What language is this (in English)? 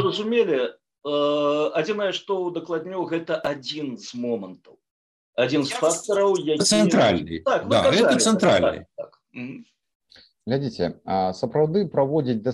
Belarusian